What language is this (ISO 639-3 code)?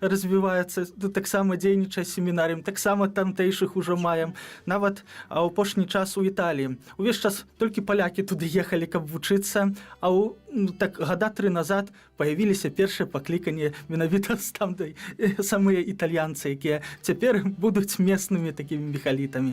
bel